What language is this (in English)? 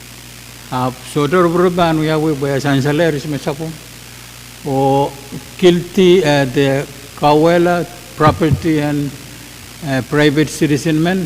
Pohnpeian